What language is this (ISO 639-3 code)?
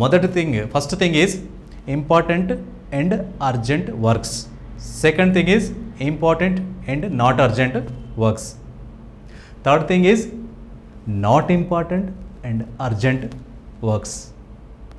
tel